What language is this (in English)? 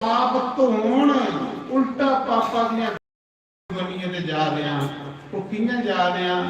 Dogri